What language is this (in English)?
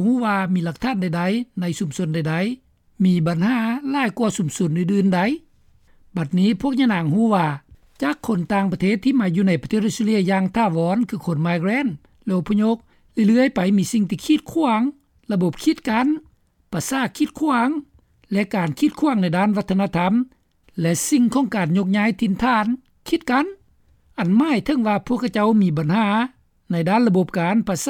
Lao